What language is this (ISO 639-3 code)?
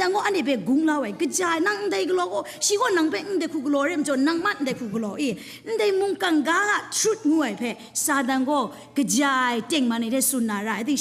kac